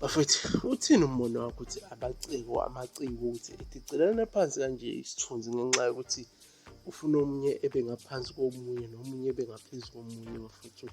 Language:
Zulu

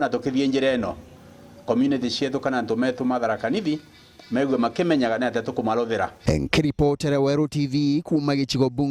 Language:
Meru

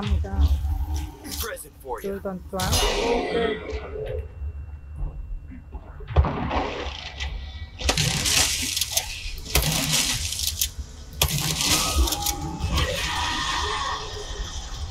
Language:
Vietnamese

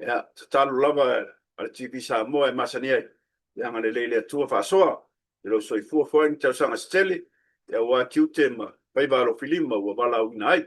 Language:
Samoan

